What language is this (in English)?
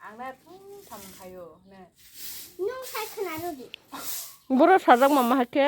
Kok Borok